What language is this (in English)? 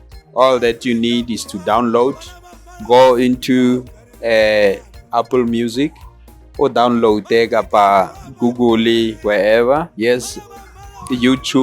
Tswana